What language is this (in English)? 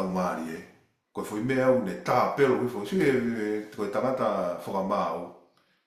Tongan